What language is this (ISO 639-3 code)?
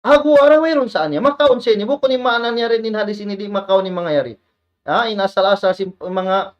tsg